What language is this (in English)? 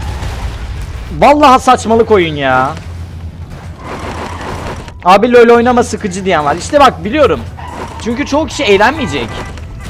Turkish